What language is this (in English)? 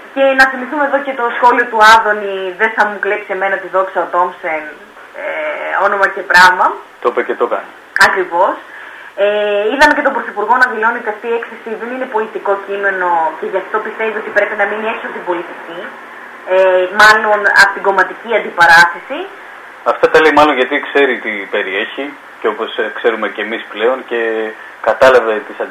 Greek